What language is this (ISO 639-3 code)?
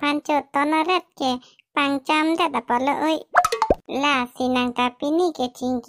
mjw